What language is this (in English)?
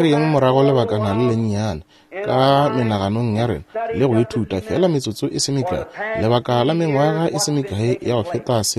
Northern Sotho